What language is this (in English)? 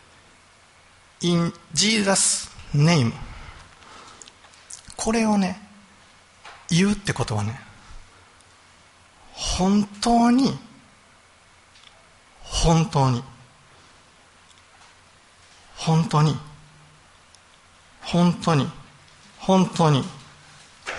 Japanese